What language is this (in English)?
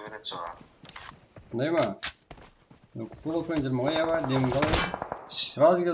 Kara-Kalpak